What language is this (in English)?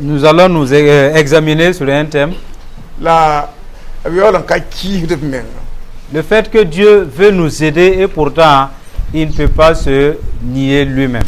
Mossi